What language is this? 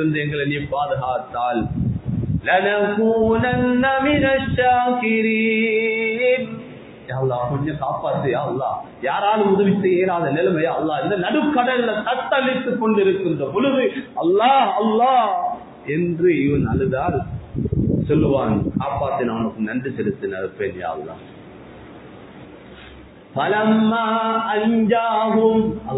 Tamil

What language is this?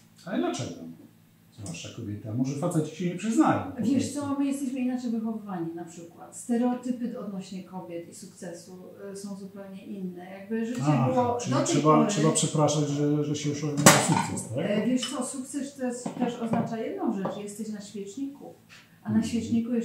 Polish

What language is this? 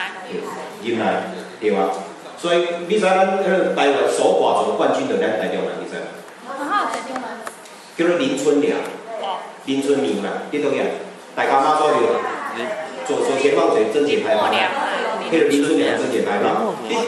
Min Nan Chinese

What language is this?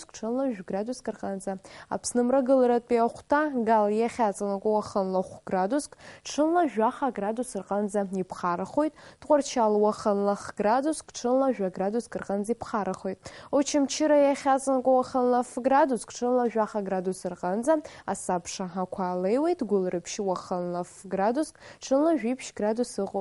Abkhazian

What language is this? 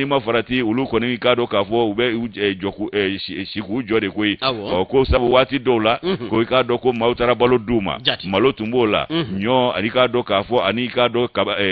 Bambara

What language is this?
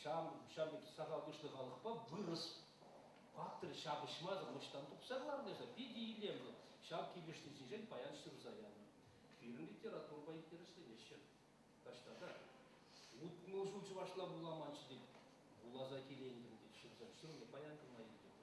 Chuvash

